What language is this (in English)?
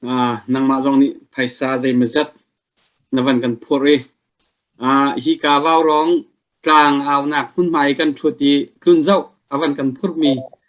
Hakha Chin